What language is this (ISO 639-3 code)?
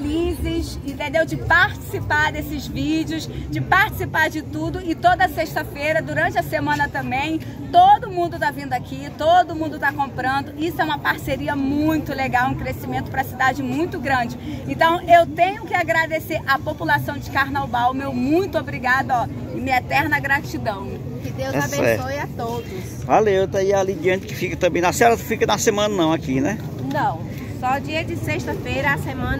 por